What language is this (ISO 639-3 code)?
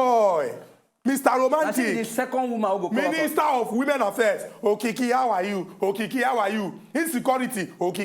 pcm